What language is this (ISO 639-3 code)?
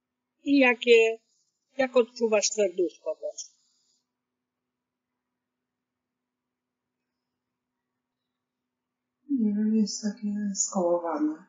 pol